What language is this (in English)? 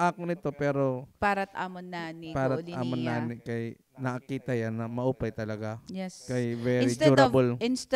Waray